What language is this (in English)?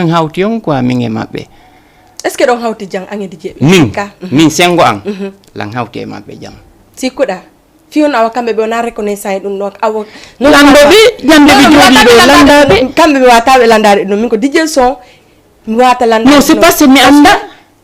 Fula